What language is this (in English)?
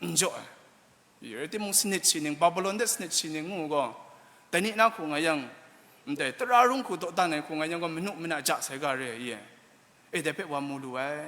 Kachin